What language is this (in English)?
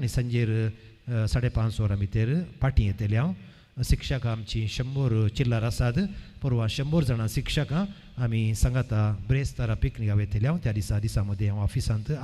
Konkani